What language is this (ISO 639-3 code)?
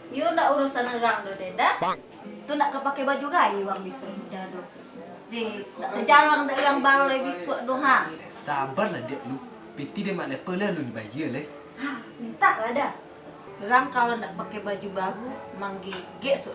min